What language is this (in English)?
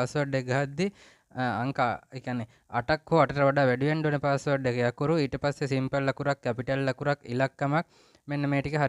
Sinhala